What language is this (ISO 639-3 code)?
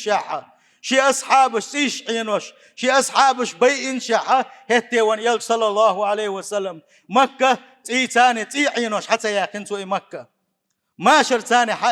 che